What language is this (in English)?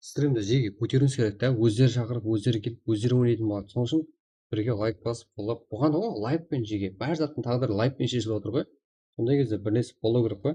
Kara-Kalpak